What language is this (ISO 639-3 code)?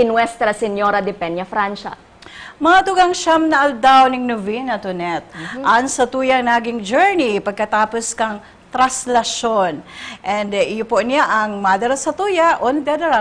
bik